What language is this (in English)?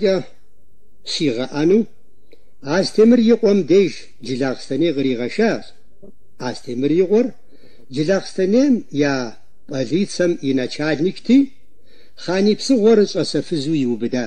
Kabardian